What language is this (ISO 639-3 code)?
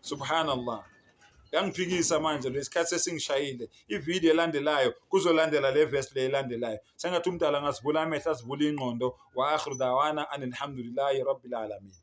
zul